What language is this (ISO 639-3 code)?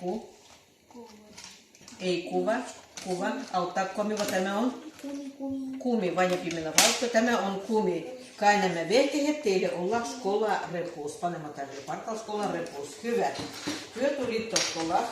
olo